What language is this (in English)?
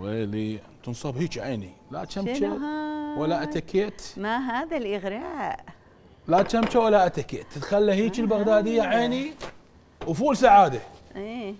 Mesopotamian Arabic